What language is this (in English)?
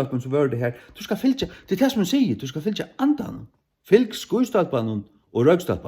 Faroese